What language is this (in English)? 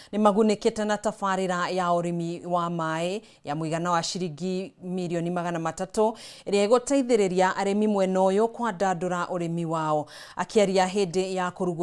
Kikuyu